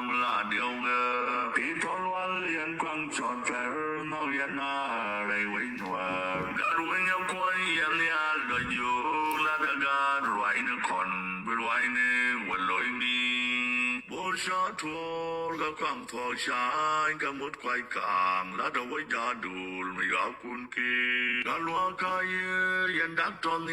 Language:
Nuer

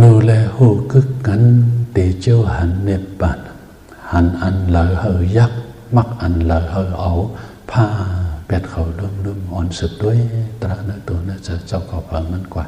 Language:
Shan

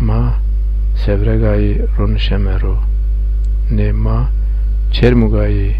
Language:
Zaza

